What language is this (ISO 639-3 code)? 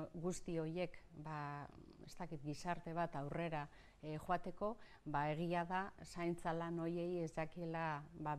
eus